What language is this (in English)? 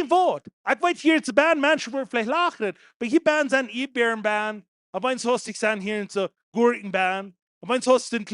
Plautdietsch